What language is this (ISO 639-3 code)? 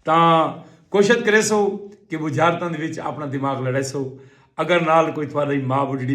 skr